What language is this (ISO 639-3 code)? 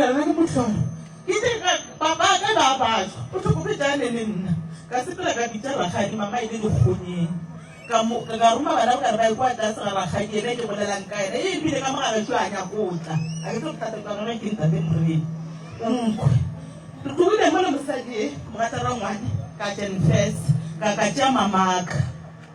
nso